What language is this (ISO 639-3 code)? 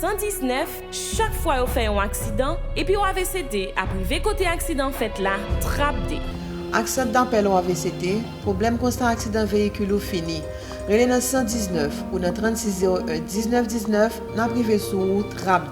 hat